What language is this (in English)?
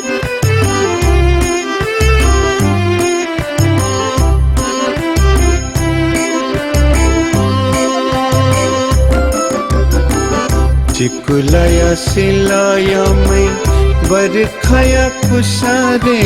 Newari